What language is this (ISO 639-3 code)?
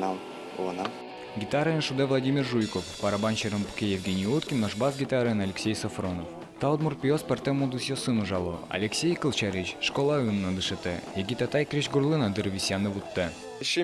udm